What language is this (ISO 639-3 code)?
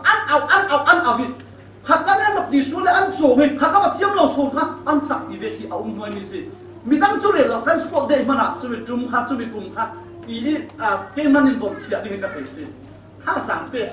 cfm